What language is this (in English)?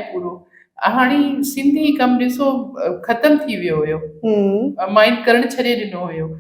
Sindhi